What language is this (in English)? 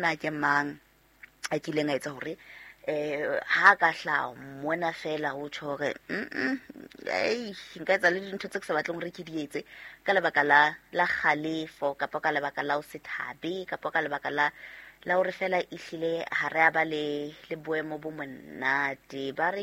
Southern Sotho